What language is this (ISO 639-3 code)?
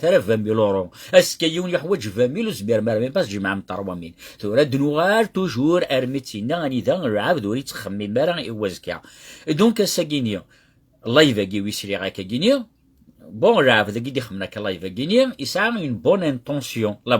kab